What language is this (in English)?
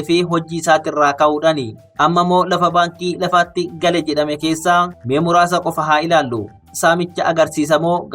Oromo